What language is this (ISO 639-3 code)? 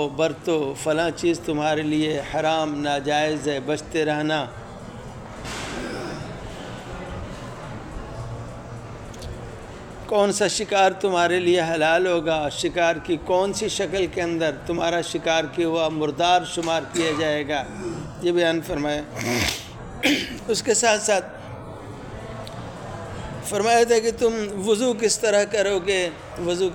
urd